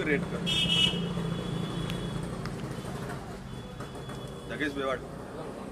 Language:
Tamil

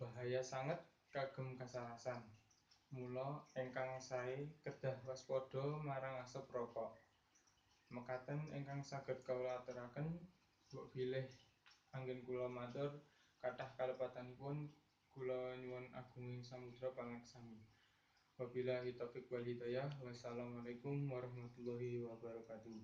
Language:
Javanese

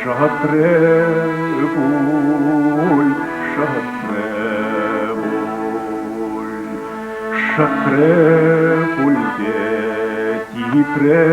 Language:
Chuvash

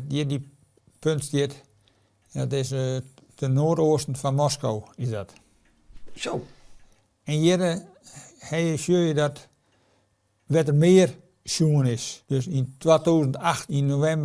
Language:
Western Frisian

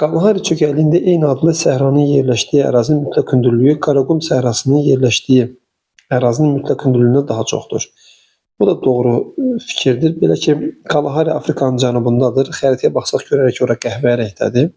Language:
Azerbaijani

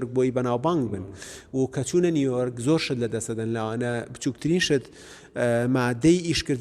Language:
Central Kurdish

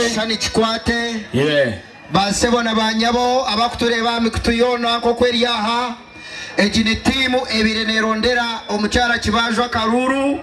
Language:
Nyankole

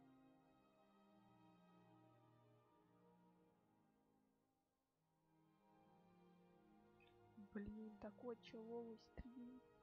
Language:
Russian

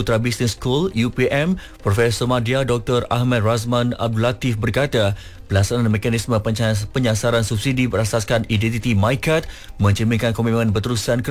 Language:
Malay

